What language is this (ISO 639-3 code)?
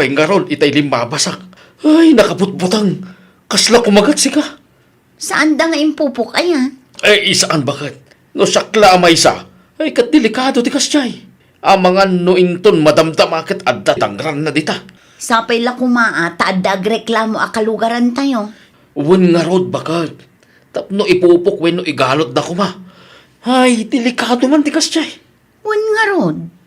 ilo